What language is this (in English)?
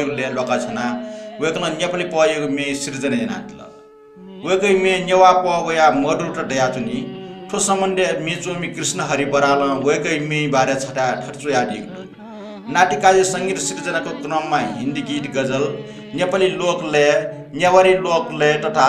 Newari